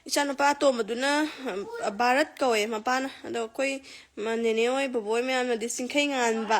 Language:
Manipuri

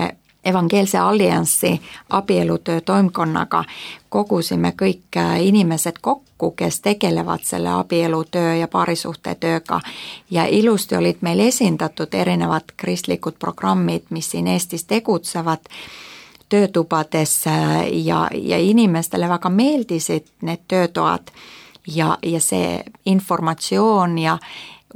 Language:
Estonian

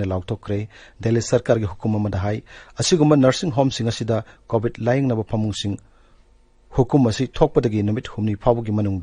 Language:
Manipuri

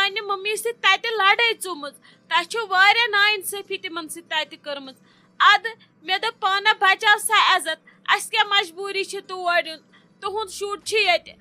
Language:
Kashmiri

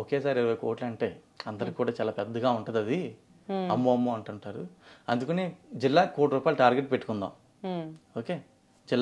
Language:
Telugu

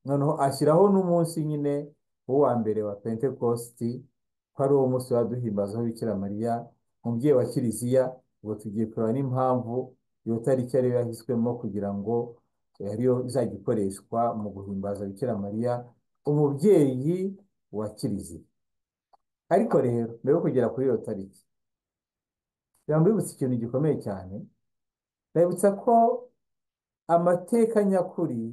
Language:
Kinyarwanda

